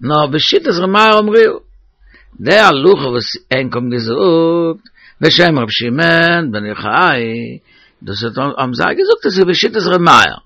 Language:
Yiddish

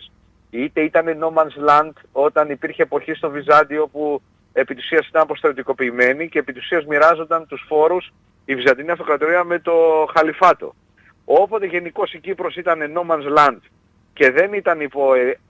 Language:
Greek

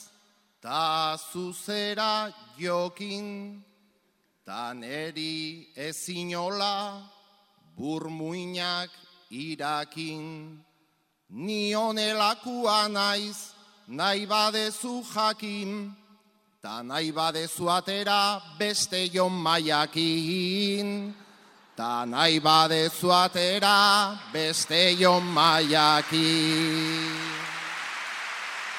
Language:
Basque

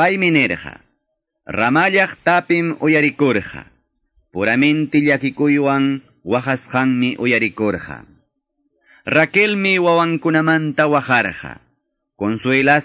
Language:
Quechua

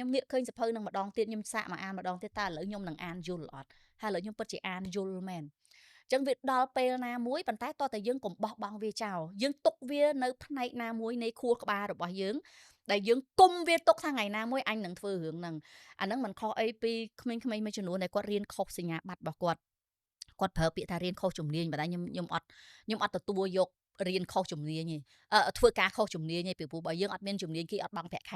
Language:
Khmer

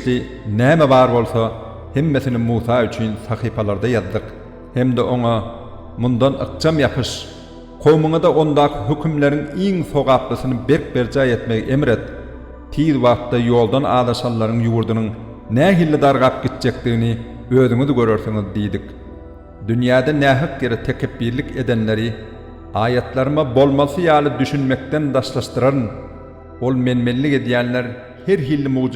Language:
Turkmen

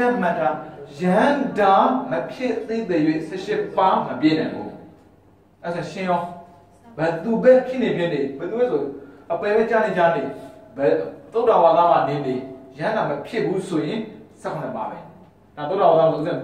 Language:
Burmese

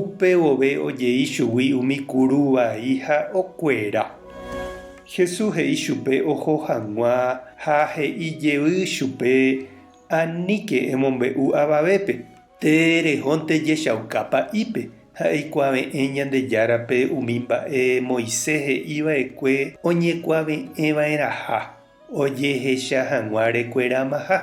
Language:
Guarani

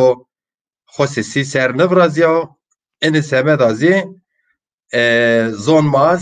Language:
Zaza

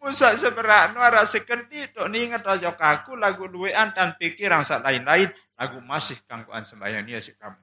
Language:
Sasak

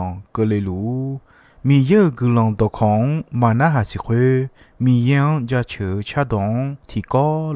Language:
Akha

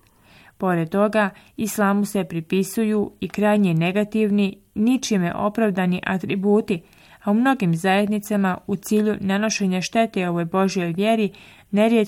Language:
Bosnian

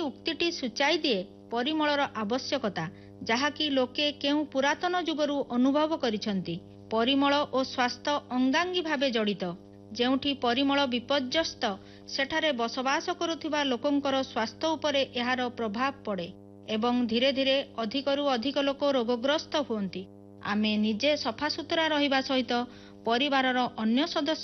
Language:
Odia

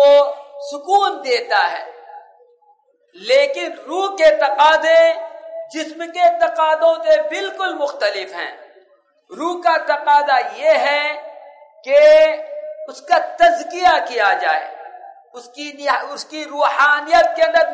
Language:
Urdu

